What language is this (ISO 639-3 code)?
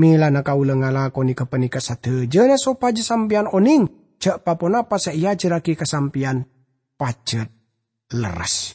mad